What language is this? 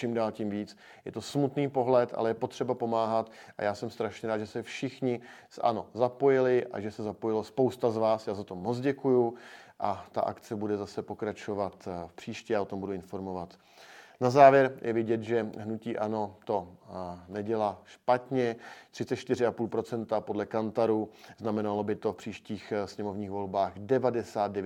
Czech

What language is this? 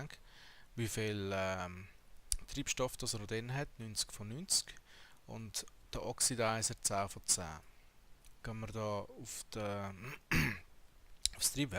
Swiss German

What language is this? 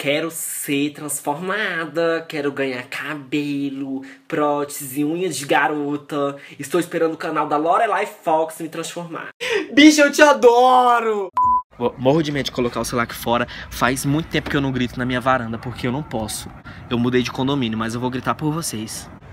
Portuguese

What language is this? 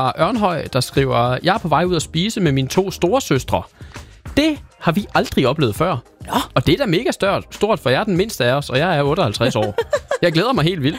Danish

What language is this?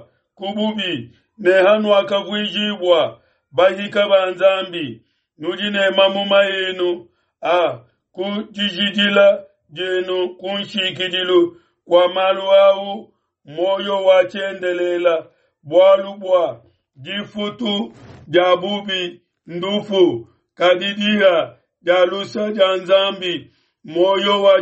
Luba-Lulua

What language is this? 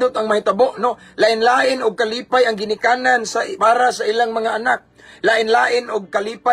Cebuano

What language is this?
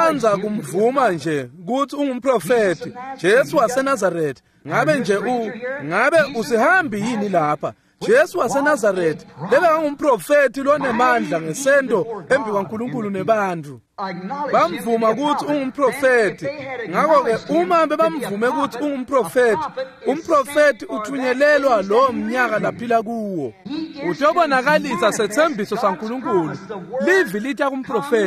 Swati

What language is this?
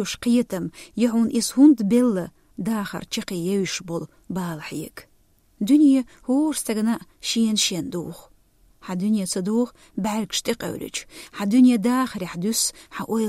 Chechen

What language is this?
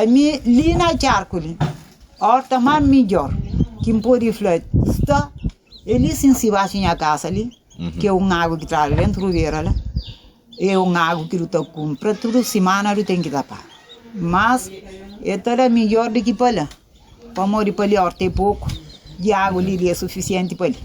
Kabuverdianu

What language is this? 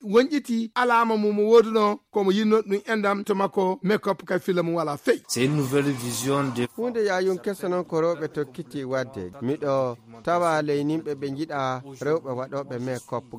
Fula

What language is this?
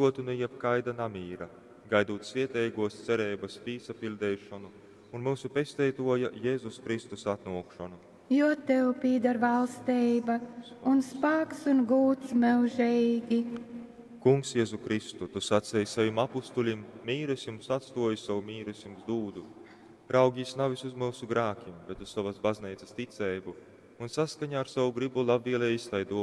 Latgalian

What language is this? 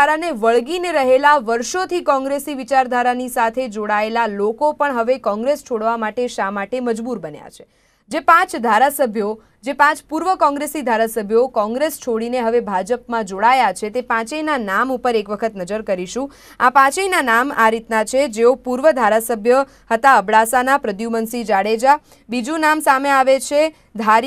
Gujarati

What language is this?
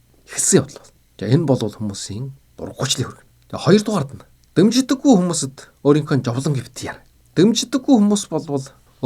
Mongolian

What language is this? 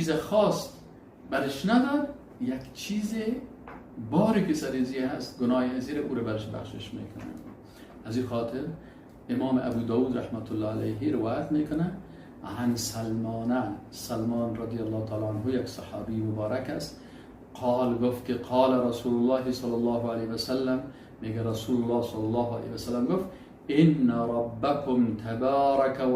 Persian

